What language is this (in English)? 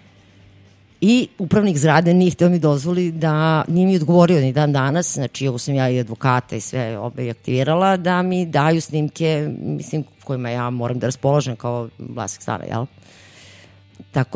Serbian